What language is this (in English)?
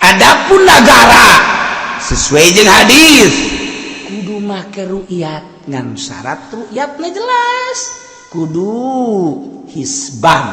Sundanese